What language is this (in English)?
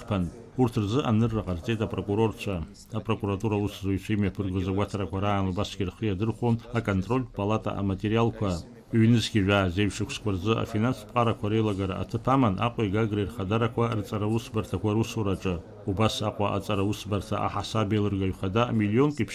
Abkhazian